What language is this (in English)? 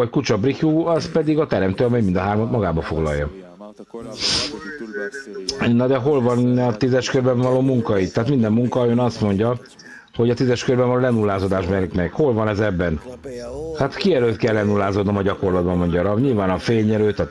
Hungarian